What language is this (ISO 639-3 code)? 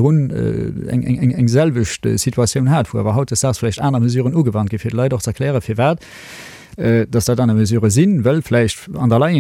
ltz